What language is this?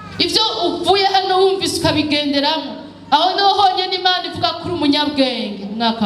Rundi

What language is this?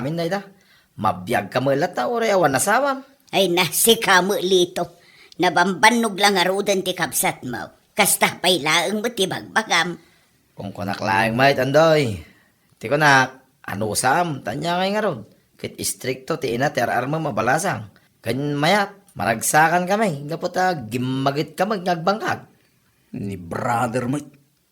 Iloko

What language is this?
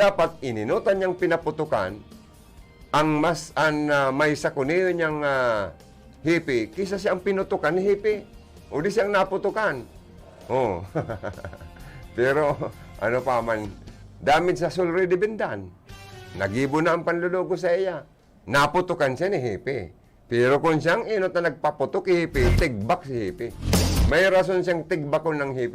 Bikol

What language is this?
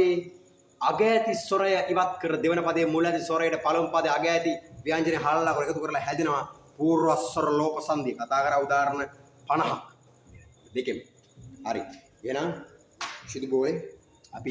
Sinhala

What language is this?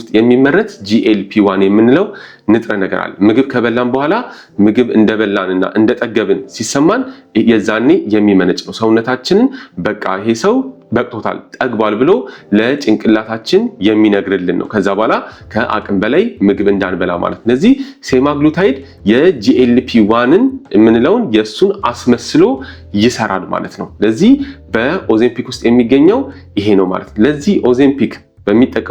Amharic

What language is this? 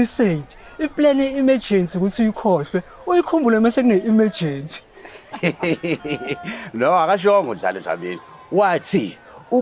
Zulu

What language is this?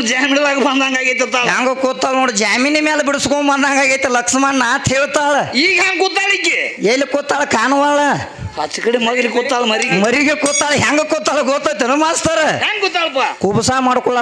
Kannada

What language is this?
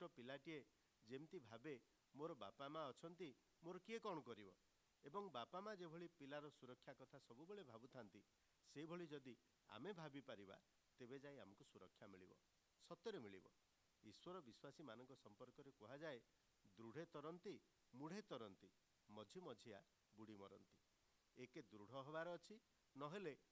Odia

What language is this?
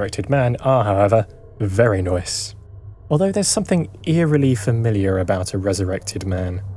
English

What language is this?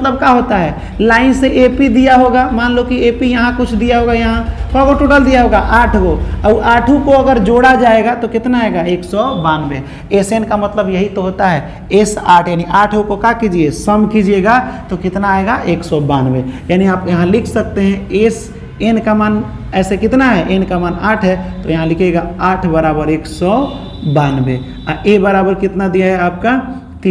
Hindi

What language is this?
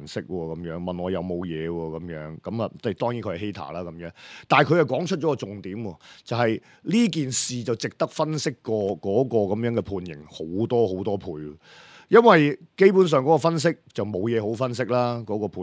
Cantonese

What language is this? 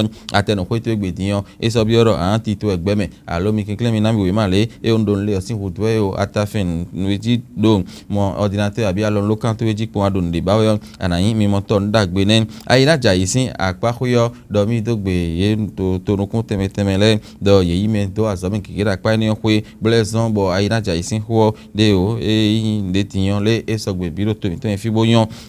Fon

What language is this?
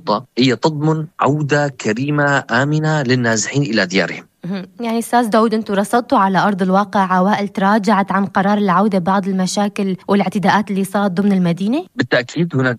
North Levantine Arabic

